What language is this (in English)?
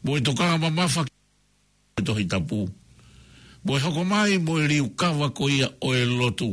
Tongan